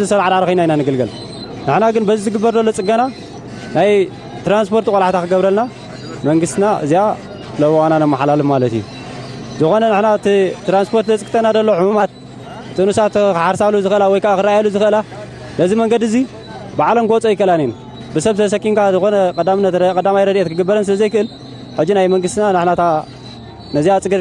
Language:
Tigrinya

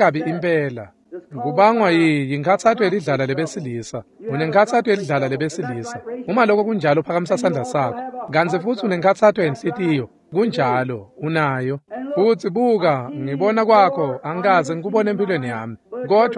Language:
Swati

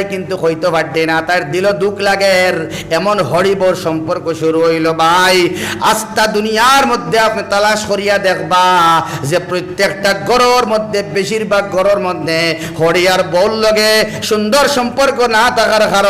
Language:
Sylheti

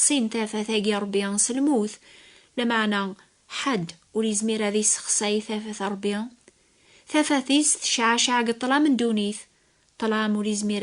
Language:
Kabyle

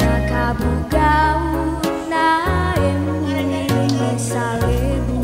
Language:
Toraja-Sa'dan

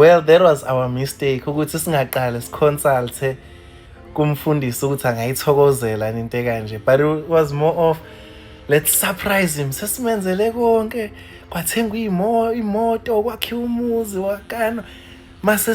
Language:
Zulu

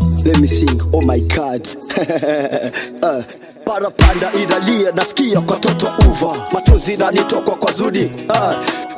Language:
Swahili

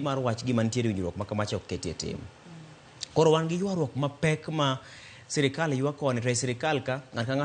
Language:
Luo (Kenya and Tanzania)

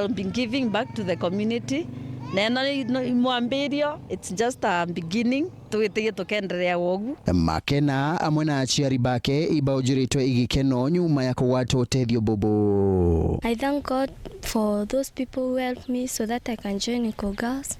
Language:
Meru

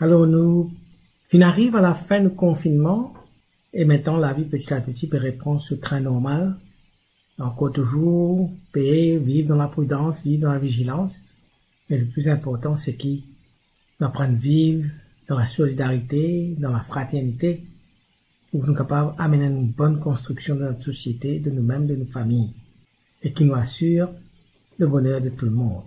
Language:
Morisyen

